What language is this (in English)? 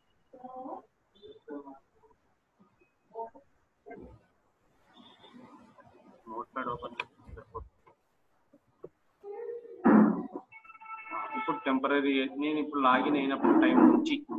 Telugu